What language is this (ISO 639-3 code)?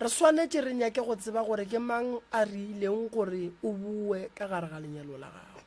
nso